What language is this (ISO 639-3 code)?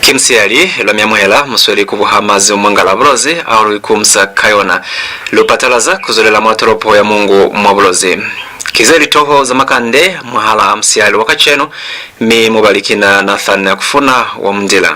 loz